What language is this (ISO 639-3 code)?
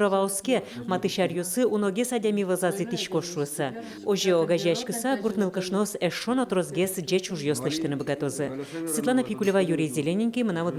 udm